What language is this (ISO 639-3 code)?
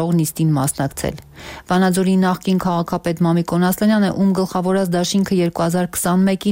hye